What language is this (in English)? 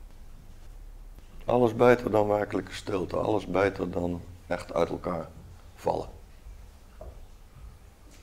Dutch